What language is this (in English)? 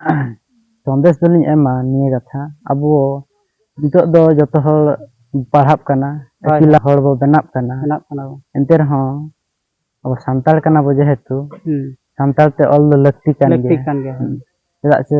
Santali